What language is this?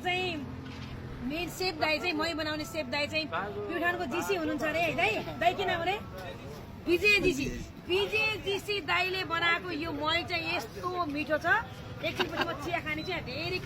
Nepali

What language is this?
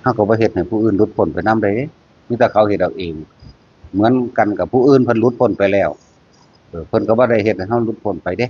Northeastern Thai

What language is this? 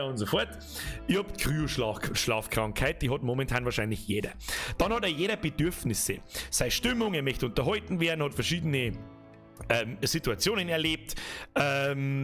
Bavarian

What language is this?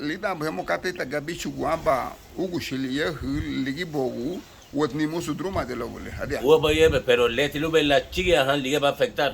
Garifuna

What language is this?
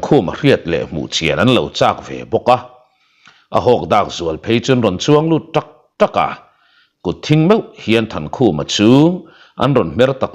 Mizo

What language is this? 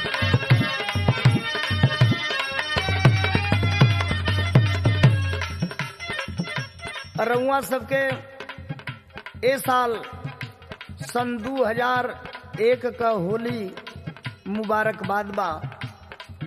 Bhojpuri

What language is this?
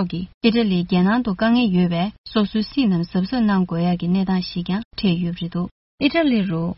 Tibetan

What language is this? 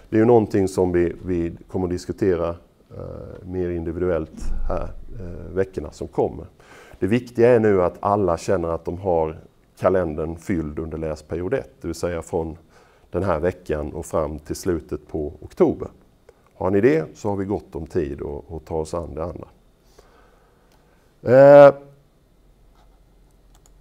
Swedish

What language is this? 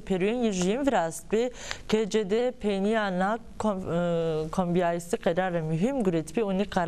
Zaza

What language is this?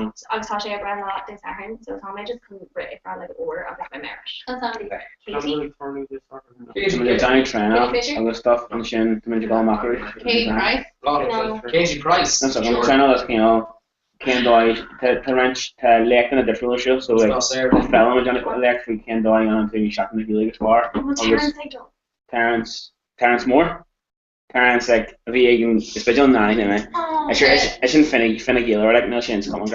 Irish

